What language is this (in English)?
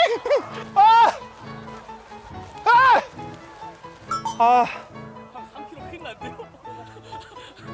Korean